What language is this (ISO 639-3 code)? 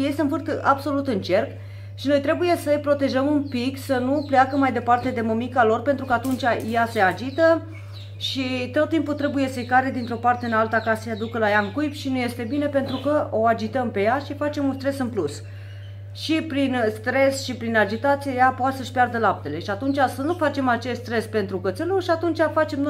ron